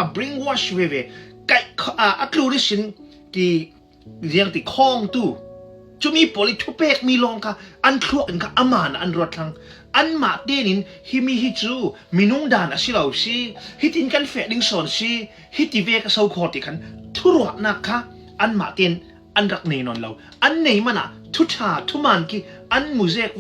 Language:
Hakha Chin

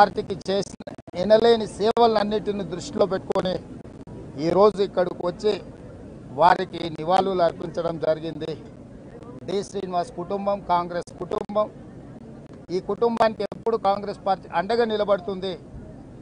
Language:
Telugu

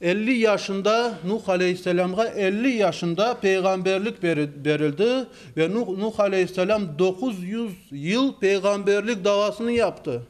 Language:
Crimean Tatar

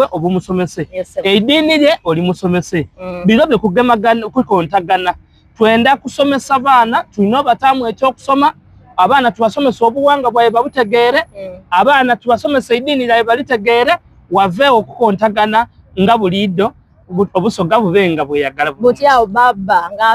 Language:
Soga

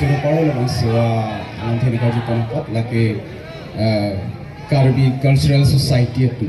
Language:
Karbi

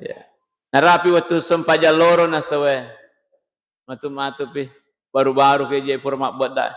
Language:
Buginese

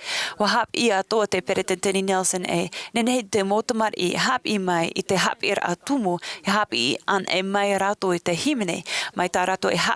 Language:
Tahitian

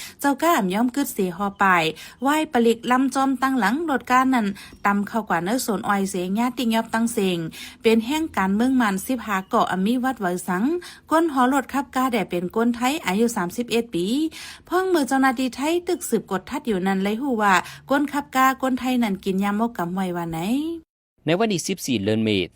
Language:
Shan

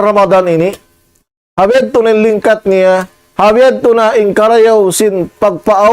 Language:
Tausug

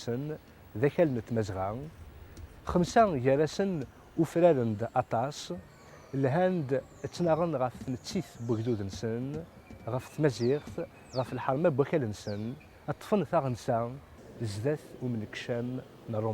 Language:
Kabyle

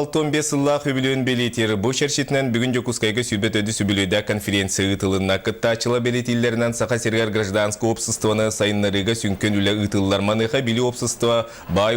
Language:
Yakut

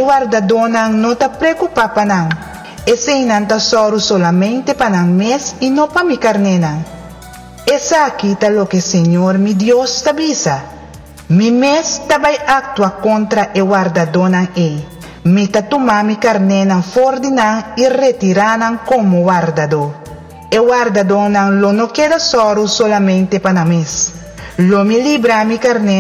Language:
Papiamento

